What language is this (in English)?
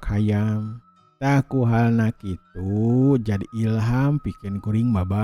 Sundanese